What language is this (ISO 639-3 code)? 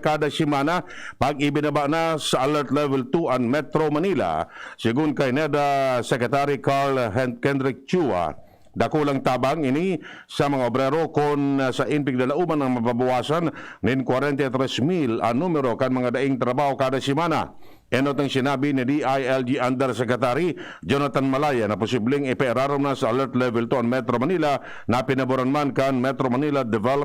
bik